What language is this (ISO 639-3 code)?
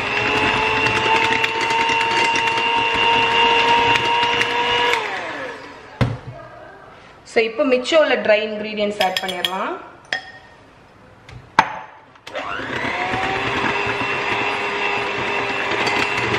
tam